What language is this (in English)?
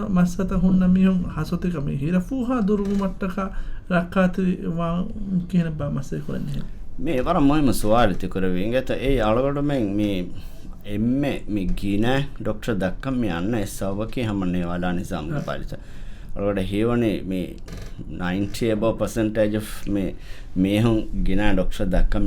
Divehi